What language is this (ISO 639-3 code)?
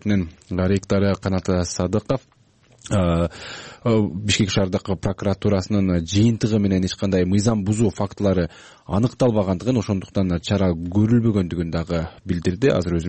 kir